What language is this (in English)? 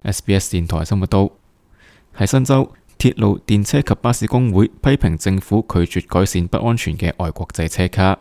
Cantonese